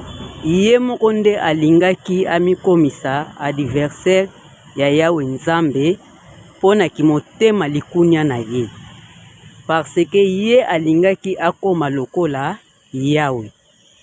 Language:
Lingala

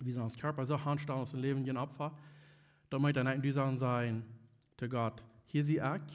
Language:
Plautdietsch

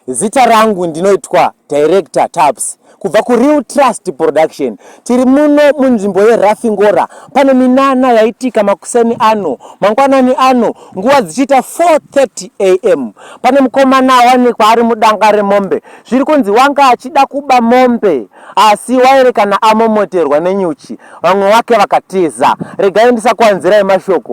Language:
Shona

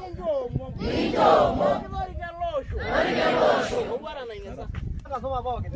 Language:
Masai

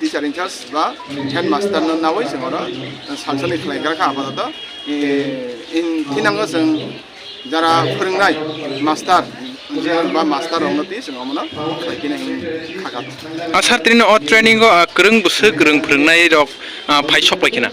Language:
Kok Borok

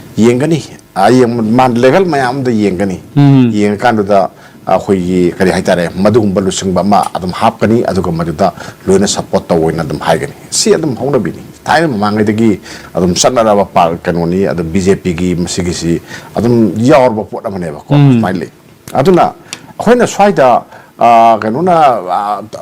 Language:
Manipuri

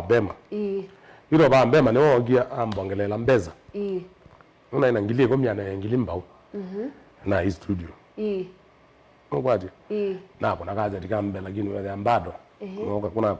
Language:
Kamba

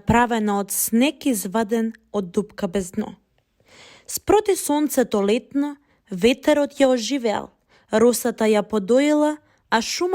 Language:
Macedonian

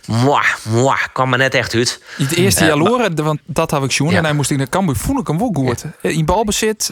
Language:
Western Frisian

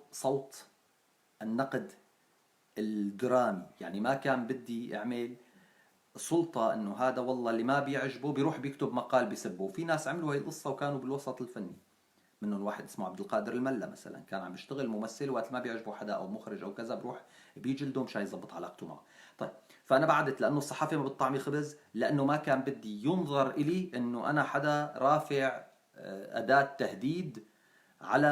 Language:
North Levantine Arabic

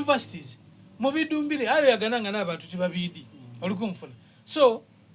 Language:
Soga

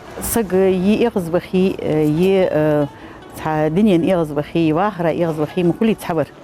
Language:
Ingush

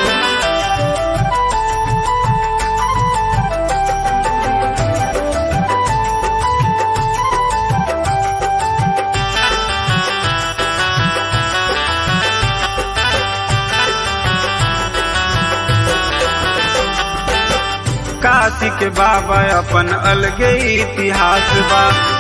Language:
Bhojpuri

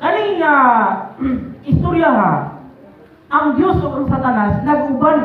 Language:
Cebuano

